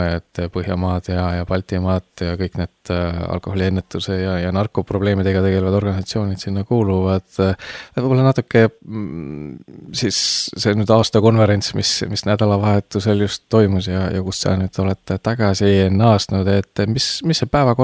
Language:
Estonian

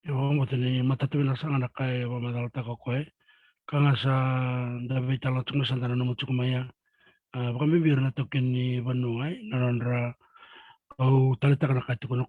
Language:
Fijian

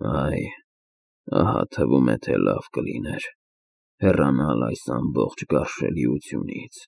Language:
Armenian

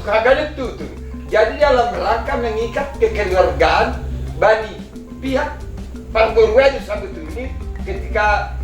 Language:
Batak Simalungun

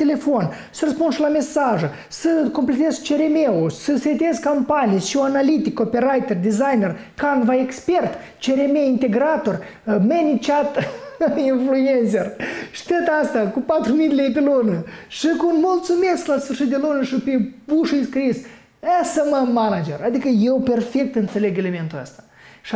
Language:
Romanian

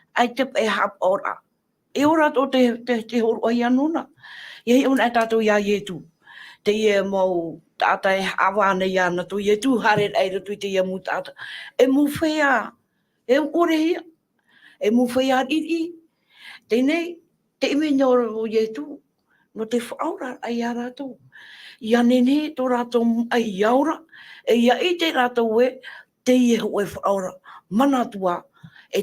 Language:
Tahitian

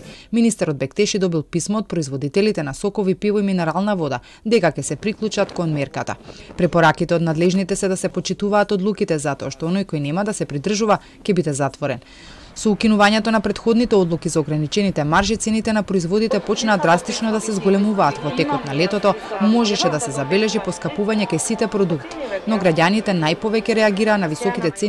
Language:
Macedonian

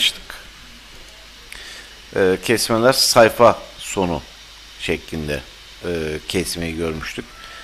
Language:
Turkish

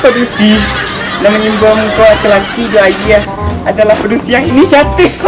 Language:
Minangkabau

